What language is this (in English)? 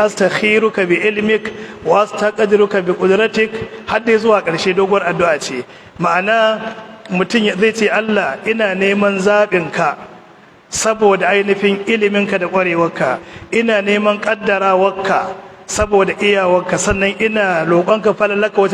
Hausa